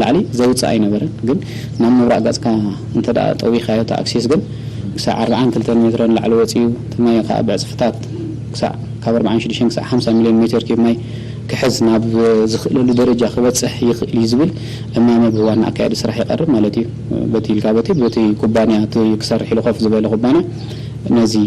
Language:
Tigrinya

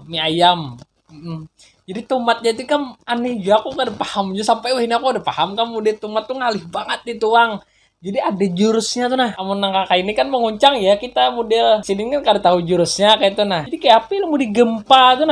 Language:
Banjar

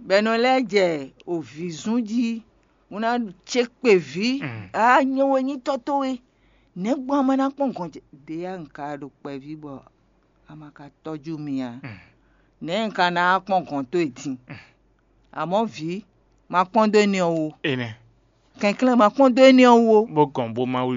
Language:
Fon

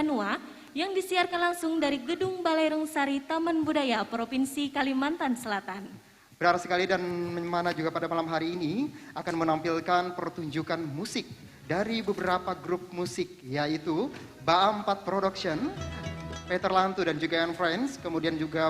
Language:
Banjar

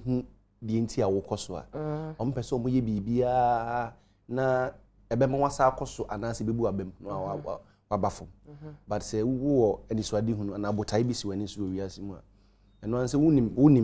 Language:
Akan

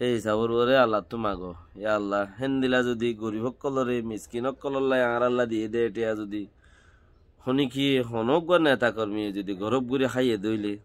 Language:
Rohingya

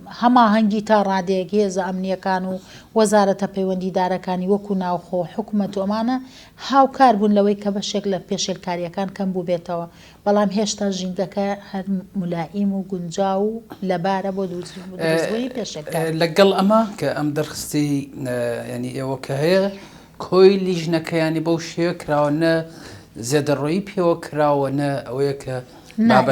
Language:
Central Kurdish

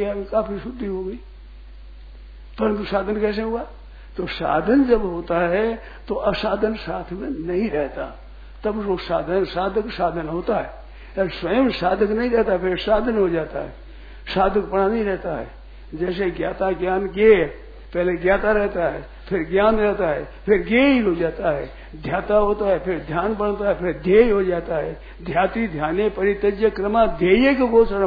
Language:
Hindi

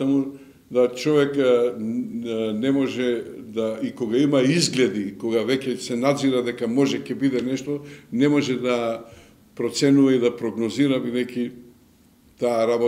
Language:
Macedonian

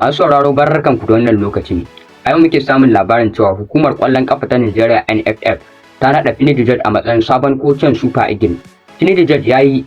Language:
Hausa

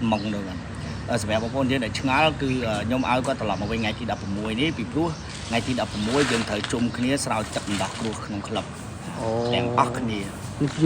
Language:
Khmer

